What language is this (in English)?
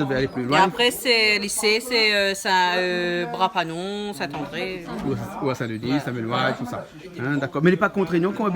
Réunion Creole French